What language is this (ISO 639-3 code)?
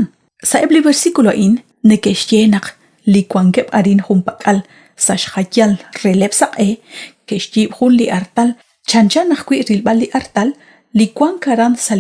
kek